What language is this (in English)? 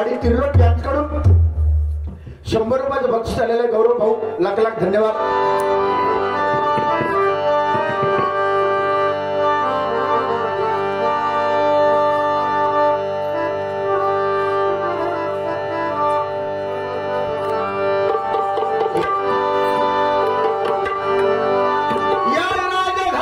Marathi